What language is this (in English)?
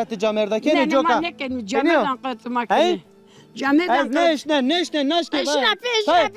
Zaza